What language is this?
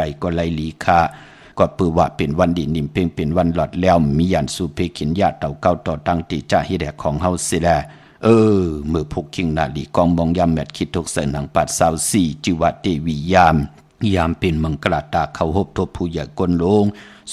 Shan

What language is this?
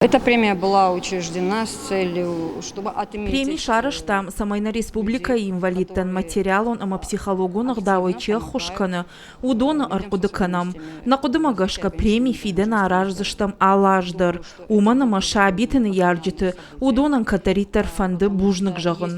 Ossetic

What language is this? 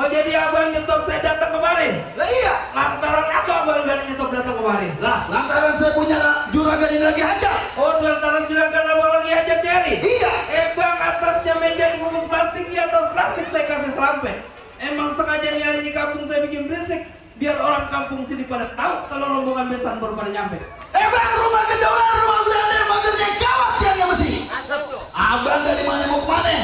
Betawi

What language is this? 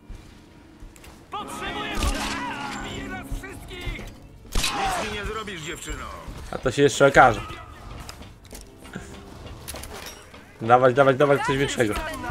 Polish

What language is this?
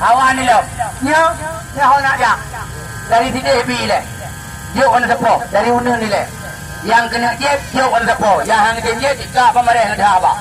Achinese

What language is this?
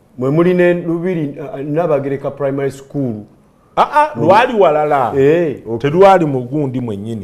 Ganda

